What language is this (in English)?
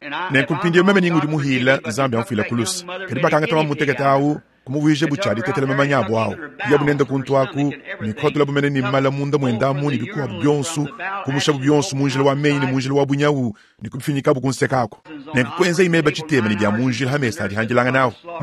Luba-Lulua